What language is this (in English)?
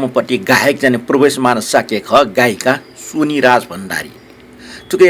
Newari